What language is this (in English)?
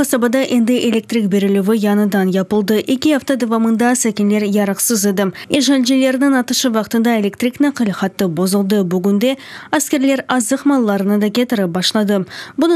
Crimean Tatar